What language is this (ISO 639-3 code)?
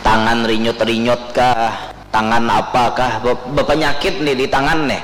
bjn